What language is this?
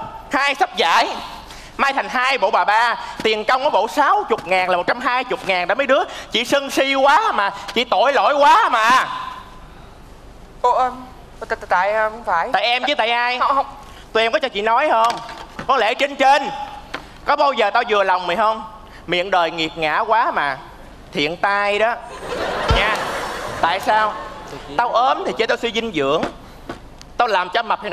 Vietnamese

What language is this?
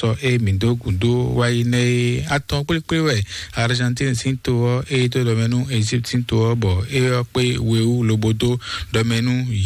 Fon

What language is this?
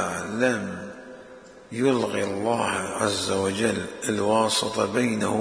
Mesopotamian Arabic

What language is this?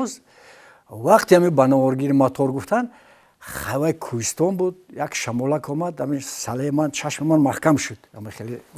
Tajik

